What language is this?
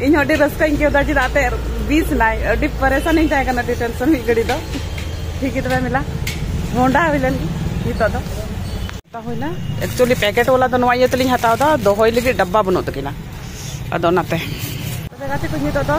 Santali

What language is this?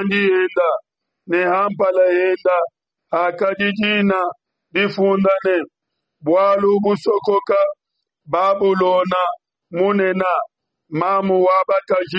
Luba-Lulua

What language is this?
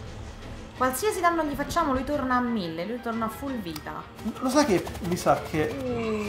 Italian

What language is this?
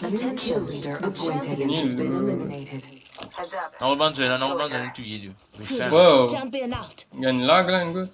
Morisyen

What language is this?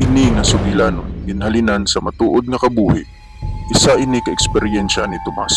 Hiligaynon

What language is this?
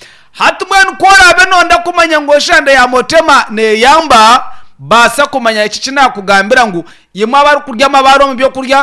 Nyankole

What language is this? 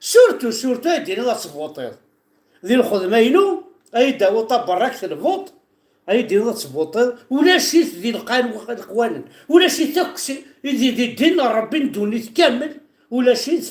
Kabyle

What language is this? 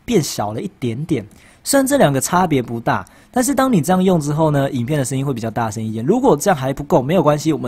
Chinese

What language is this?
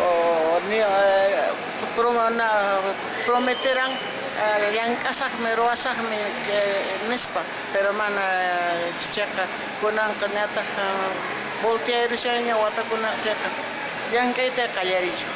Quechua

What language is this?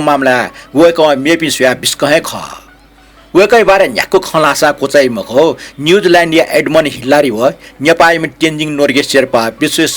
Newari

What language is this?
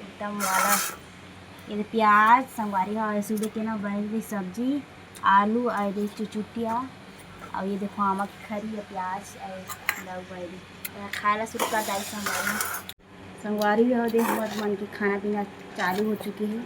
Chhattisgarhi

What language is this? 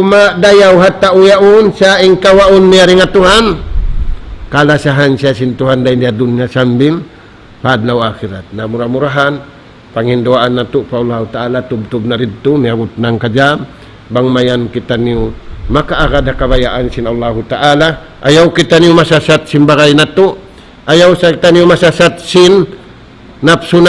Tausug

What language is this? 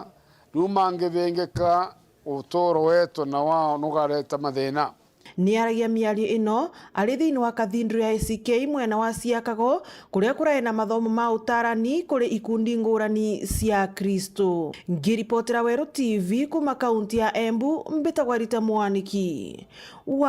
Meru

